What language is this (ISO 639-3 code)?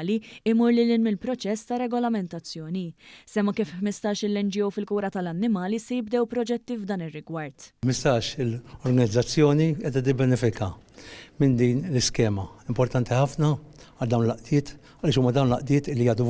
mlt